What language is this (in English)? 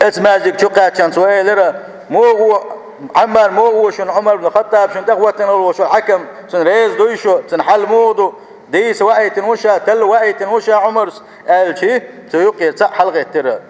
Chechen